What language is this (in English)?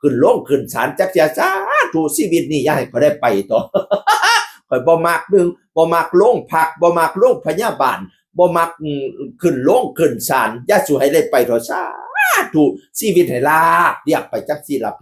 Northeastern Thai